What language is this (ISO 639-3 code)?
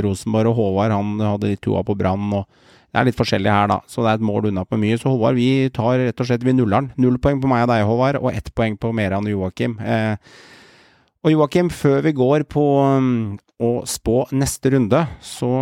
nor